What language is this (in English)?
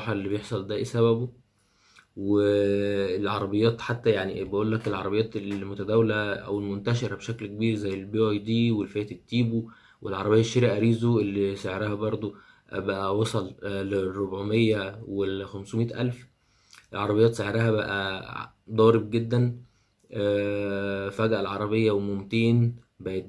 Egyptian Arabic